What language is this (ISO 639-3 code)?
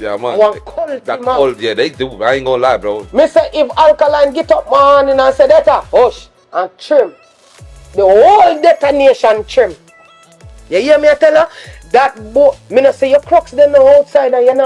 jam